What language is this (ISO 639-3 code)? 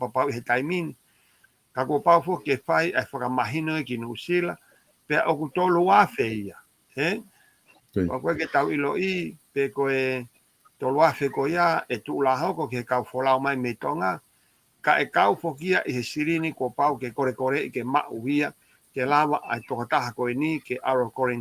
ton